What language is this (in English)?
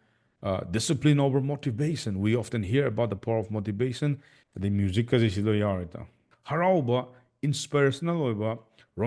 Manipuri